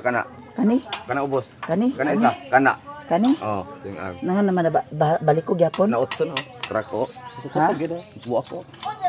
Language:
Cebuano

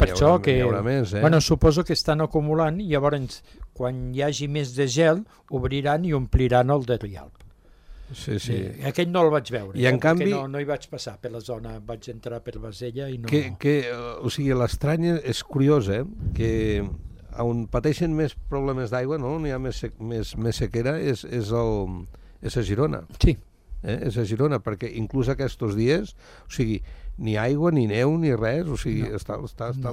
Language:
Catalan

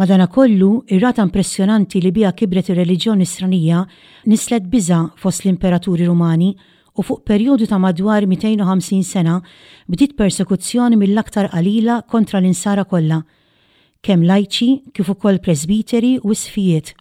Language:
Maltese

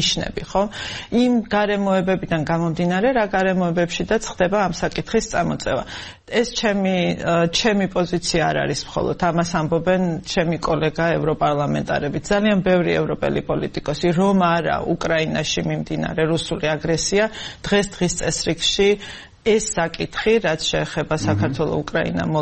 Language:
Georgian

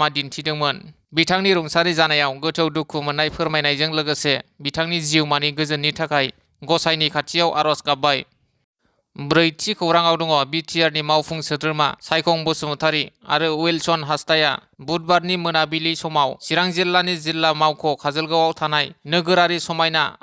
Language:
Bodo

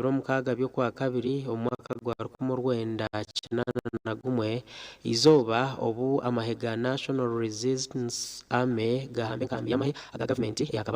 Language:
Nyankole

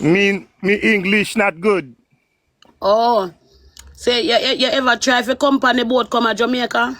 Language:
Jamaican Creole English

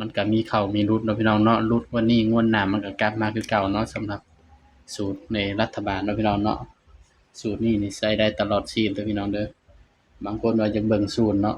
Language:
Northeastern Thai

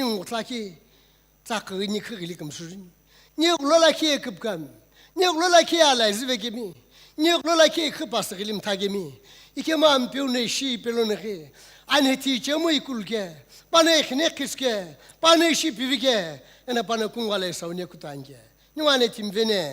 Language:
Sumi Naga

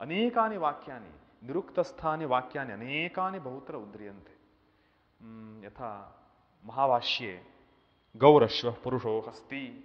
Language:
Sanskrit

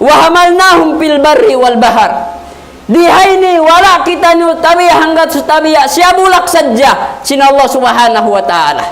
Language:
Tausug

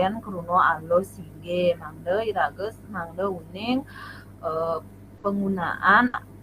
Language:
Balinese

